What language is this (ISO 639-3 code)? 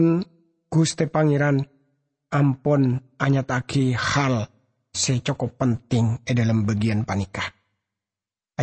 mad